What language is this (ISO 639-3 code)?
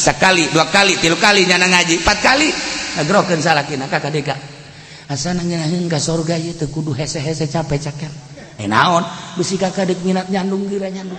sun